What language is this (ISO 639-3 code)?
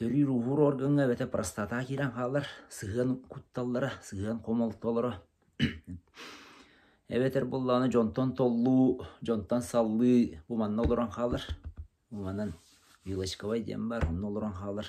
sah